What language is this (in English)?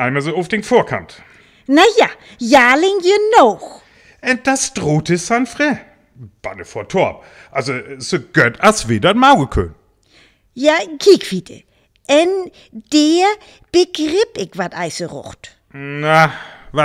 Northern Frisian